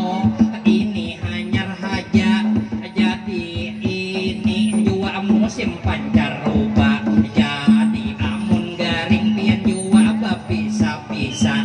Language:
Banjar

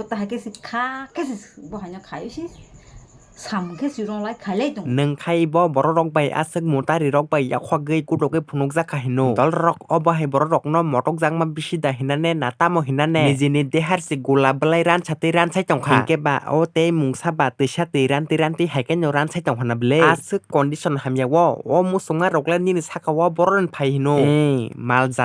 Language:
Kok Borok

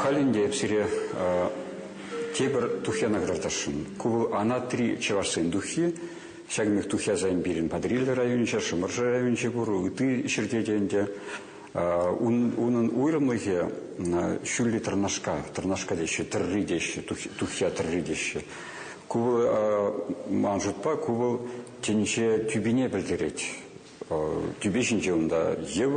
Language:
Chuvash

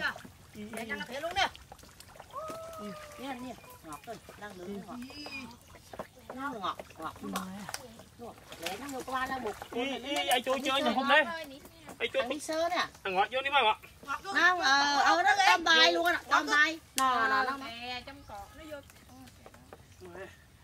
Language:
Vietnamese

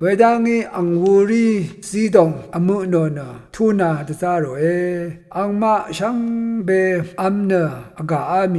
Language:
Rawang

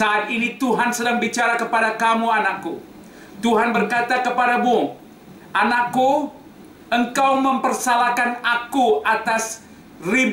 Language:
Indonesian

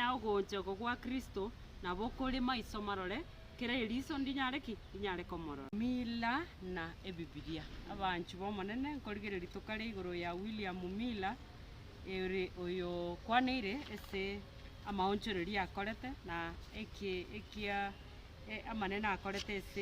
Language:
Gusii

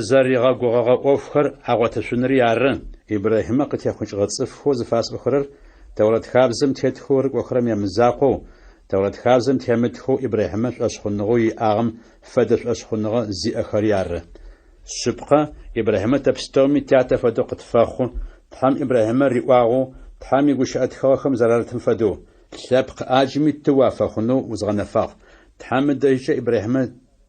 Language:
Adyghe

